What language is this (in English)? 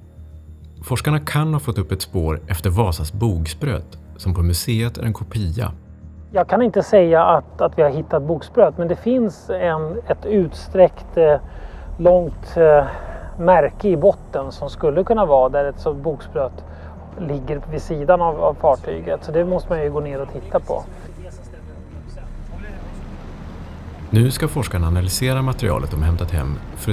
Swedish